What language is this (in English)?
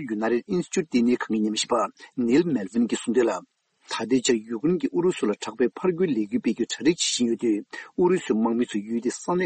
Tibetan